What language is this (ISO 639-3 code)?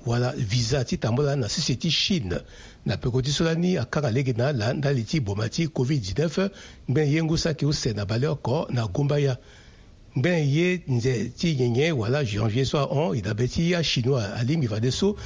sag